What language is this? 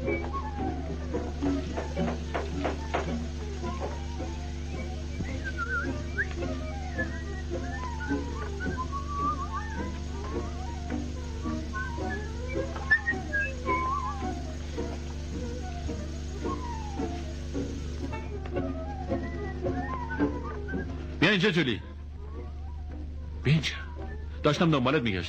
Persian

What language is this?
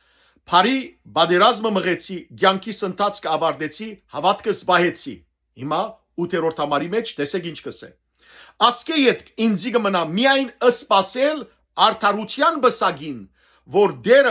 Western Armenian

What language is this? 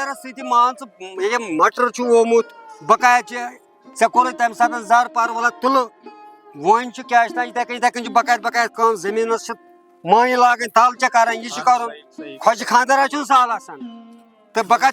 Kashmiri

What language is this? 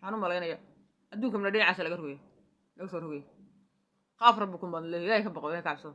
Somali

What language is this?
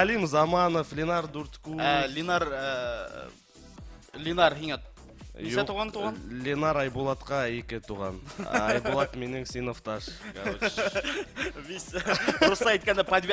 Bashkir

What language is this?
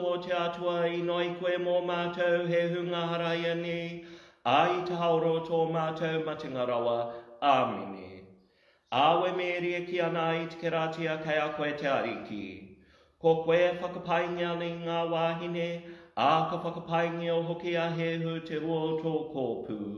Māori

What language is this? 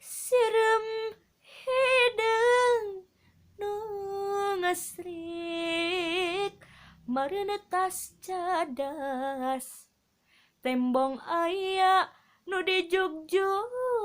Sundanese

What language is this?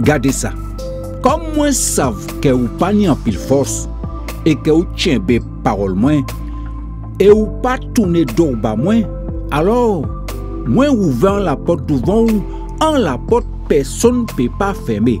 Guadeloupean Creole French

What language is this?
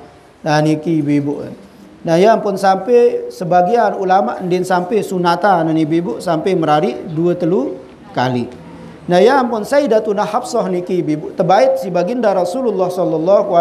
Sasak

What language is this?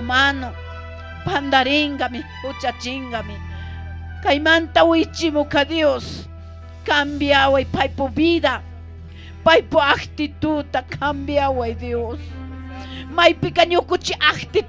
Chimborazo Highland Quichua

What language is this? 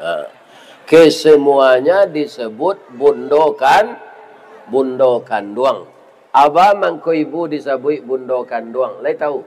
Minangkabau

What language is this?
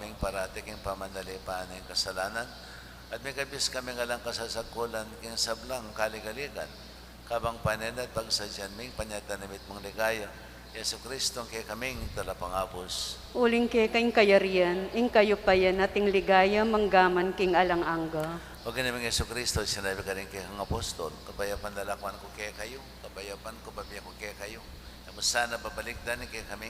Pampanga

